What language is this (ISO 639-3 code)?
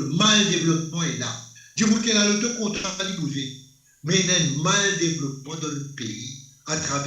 mfe